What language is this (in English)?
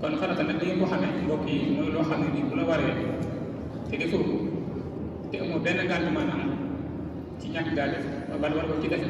Wolof